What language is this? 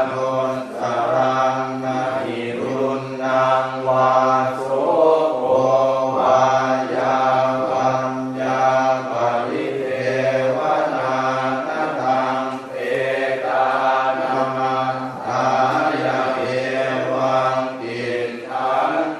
Pali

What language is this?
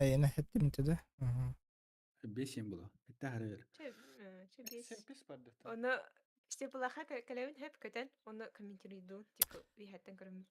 Yakut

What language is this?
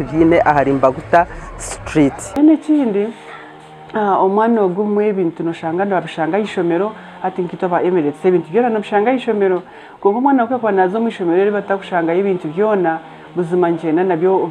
Nyankole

